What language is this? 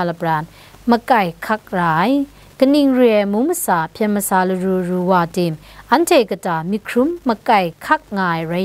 Kachin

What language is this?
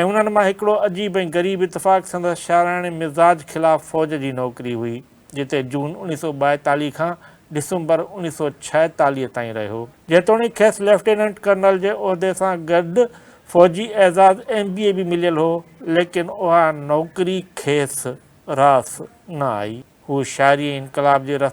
Sindhi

